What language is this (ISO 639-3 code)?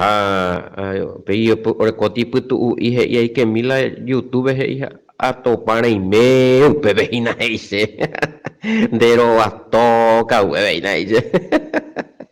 grn